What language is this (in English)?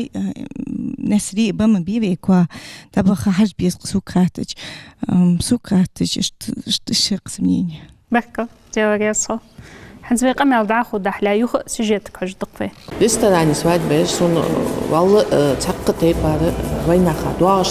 Ingush